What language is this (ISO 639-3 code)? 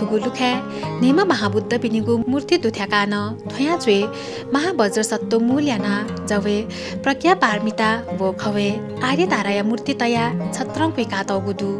new